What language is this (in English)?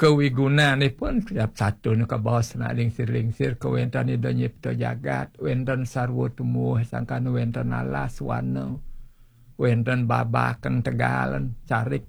Balinese